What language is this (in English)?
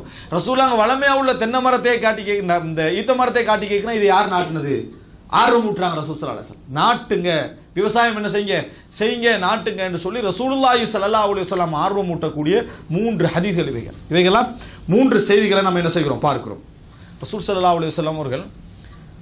Tamil